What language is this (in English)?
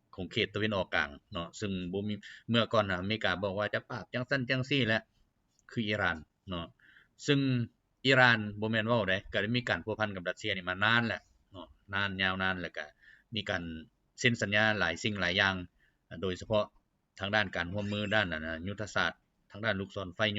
Lao